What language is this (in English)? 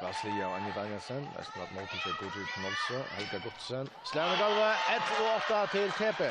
Faroese